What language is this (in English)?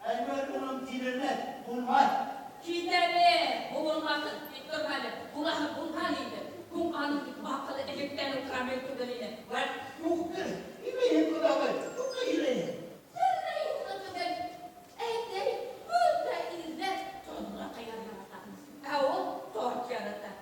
Bashkir